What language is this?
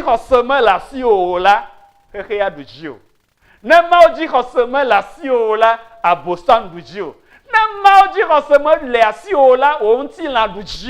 Ewe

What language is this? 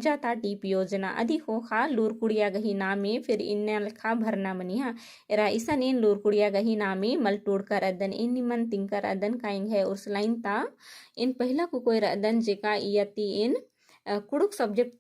Kurukh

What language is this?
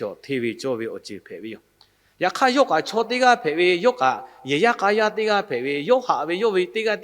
Lahu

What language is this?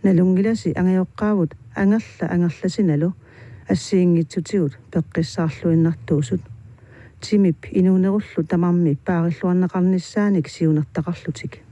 Kalaallisut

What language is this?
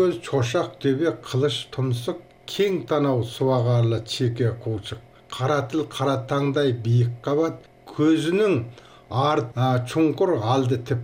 Kazakh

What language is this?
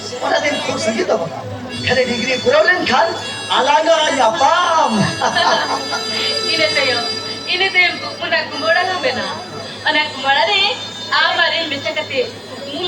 Santali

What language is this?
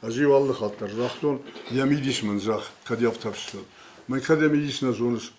Ossetic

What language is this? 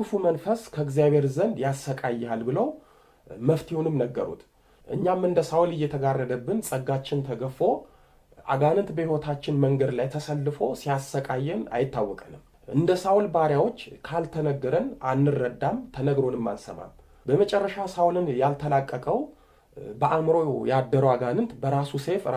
Amharic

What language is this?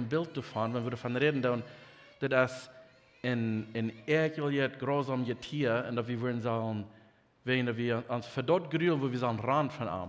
Plautdietsch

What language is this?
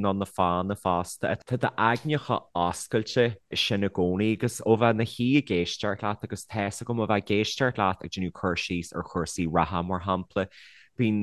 Irish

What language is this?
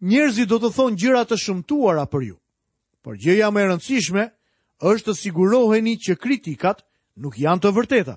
Albanian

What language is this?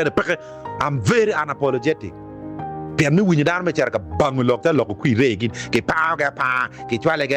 Acoli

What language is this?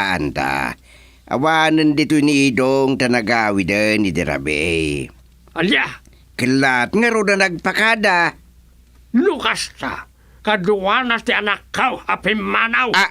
Iloko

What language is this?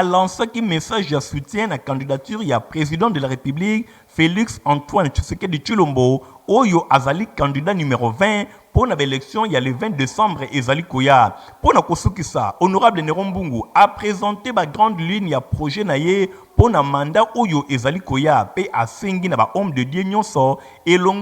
Lingala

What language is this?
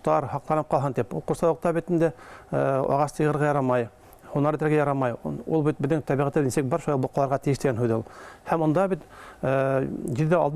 Bashkir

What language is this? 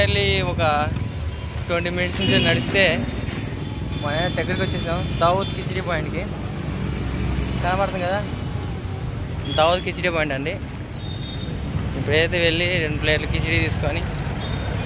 Telugu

